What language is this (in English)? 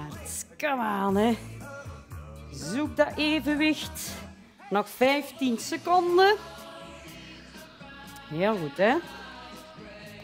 Dutch